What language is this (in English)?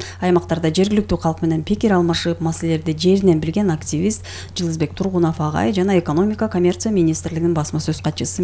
Kyrgyz